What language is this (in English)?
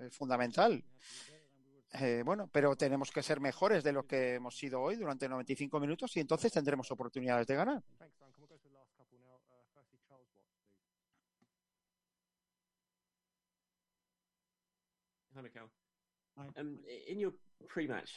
Spanish